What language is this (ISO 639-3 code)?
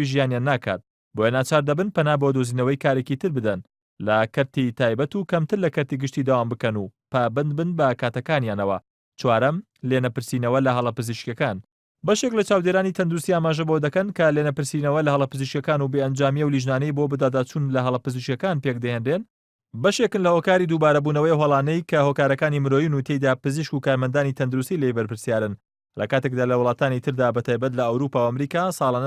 ckb